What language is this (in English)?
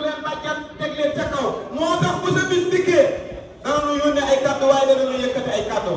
Wolof